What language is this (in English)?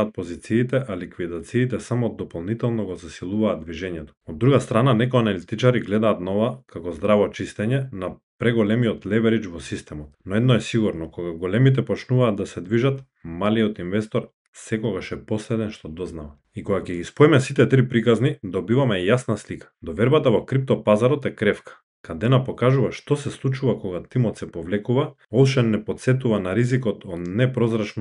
Macedonian